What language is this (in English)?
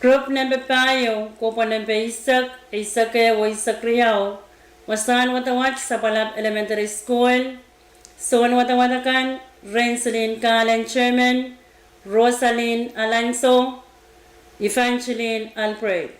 Pohnpeian